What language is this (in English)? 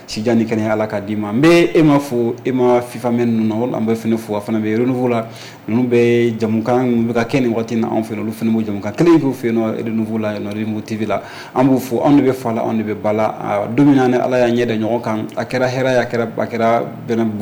Bambara